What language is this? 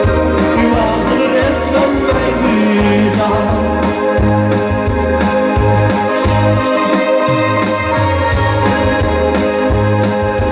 Dutch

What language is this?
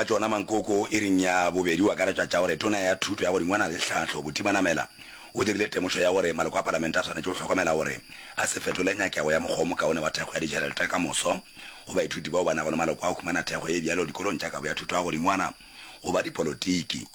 Northern Sotho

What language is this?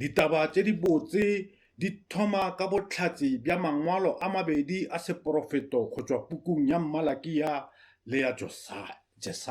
Northern Sotho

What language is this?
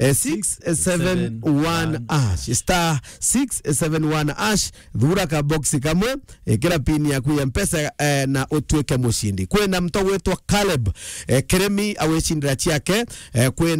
Meru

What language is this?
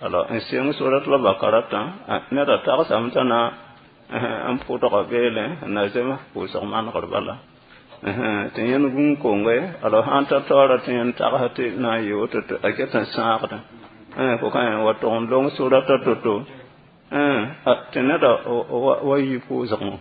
Mossi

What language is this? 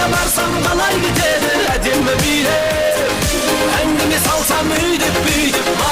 Kara-Kalpak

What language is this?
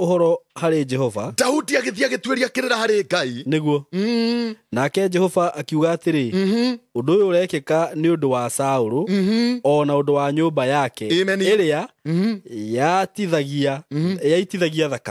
Kikuyu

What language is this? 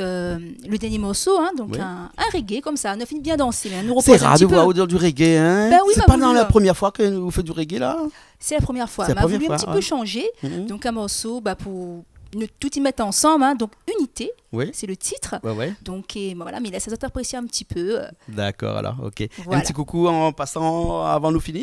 Réunion Creole French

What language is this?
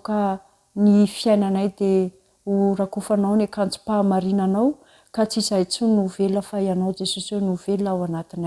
Malagasy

